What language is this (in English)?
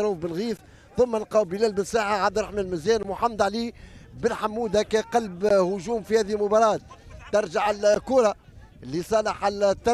Tunisian Arabic